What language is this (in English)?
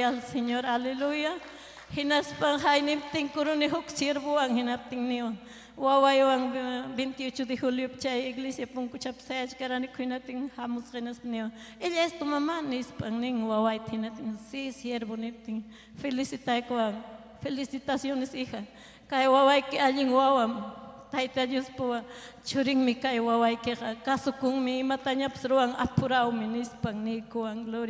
Ayacucho Quechua